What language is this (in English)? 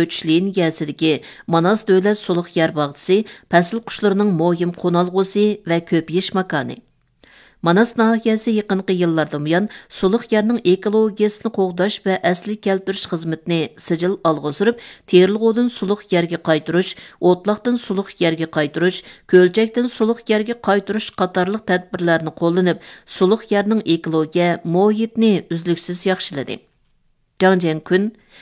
Uyghur